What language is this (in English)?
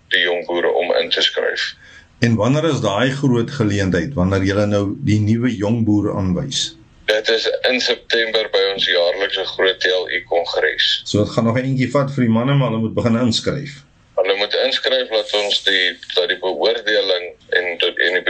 Afrikaans